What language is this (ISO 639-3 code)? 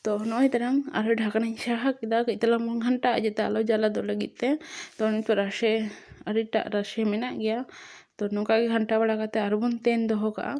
sat